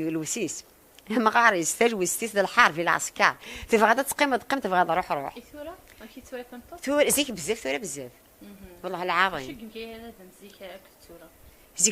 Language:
Kabyle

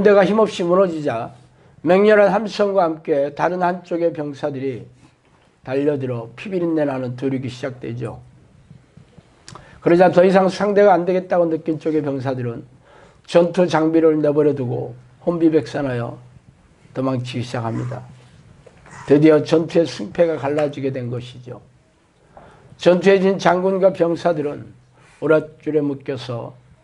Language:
Korean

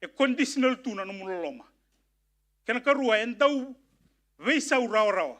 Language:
Fijian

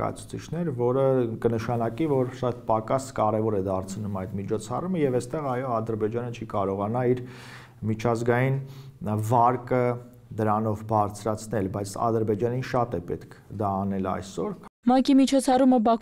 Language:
Armenian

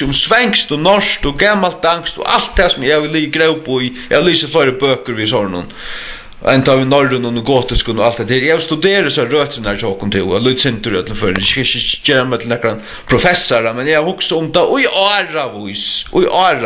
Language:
Faroese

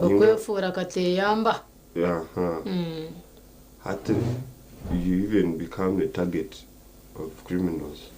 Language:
Nyankole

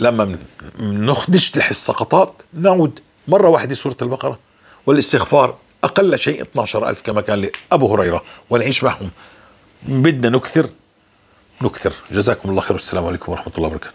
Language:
North Levantine Arabic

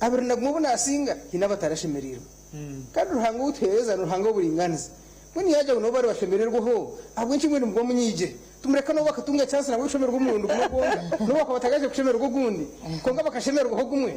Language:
Nyankole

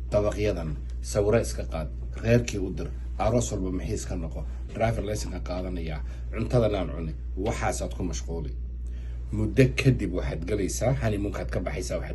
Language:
Somali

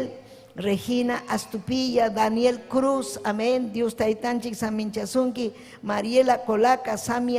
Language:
Ayacucho Quechua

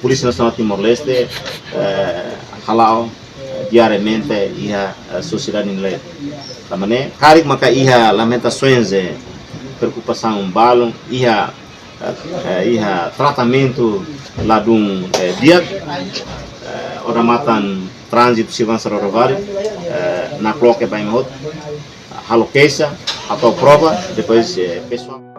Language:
Tetum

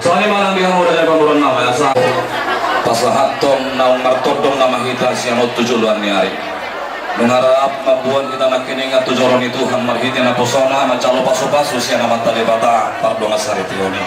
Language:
Batak Toba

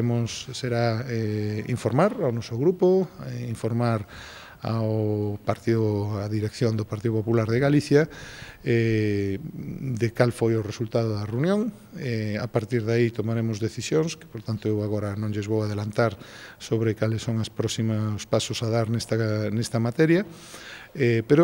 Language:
Galician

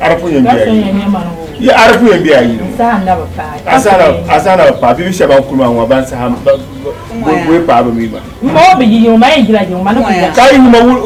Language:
Dagbani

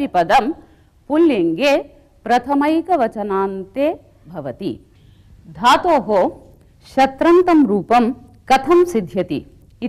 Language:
Sanskrit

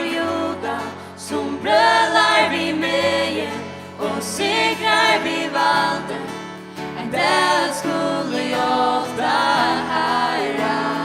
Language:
Faroese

